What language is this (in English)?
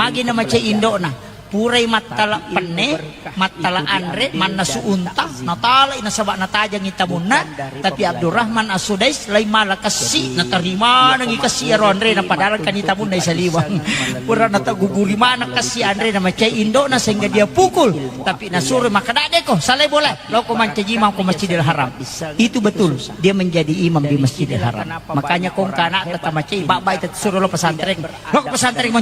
Buginese